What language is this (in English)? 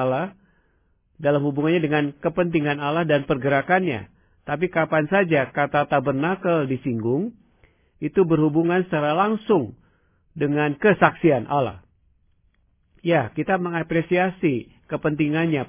Indonesian